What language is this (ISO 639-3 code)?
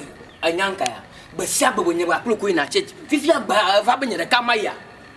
ewe